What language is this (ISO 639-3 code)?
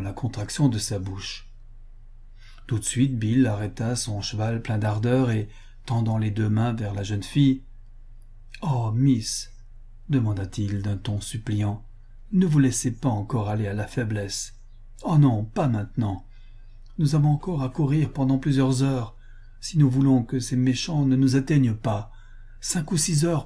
fra